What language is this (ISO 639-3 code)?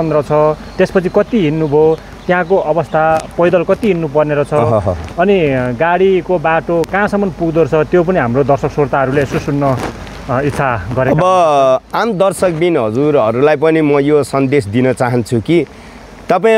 nep